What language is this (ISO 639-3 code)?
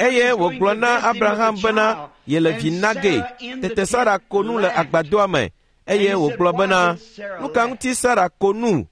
ewe